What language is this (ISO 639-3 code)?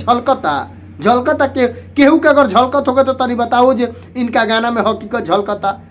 bho